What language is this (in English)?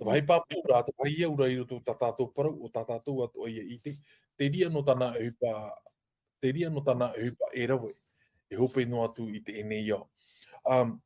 Tahitian